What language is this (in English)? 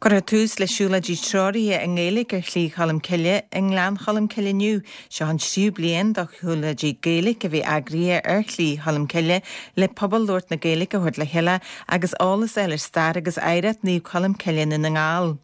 Irish